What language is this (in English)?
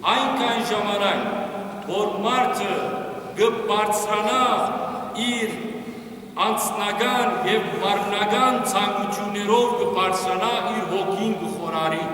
Western Armenian